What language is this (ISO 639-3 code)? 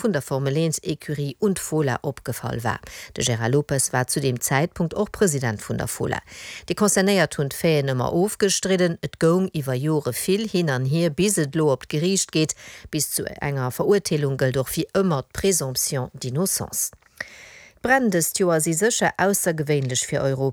ltz